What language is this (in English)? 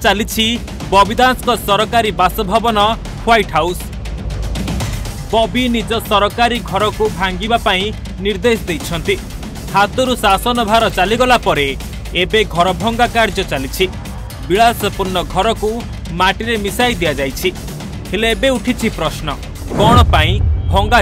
Odia